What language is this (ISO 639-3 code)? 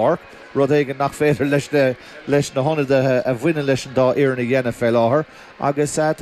gle